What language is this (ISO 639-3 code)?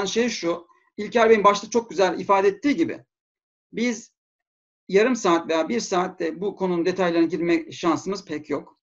tur